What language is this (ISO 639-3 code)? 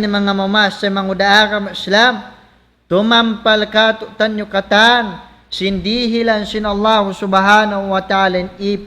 tsg